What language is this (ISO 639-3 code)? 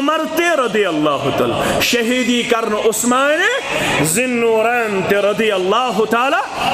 kas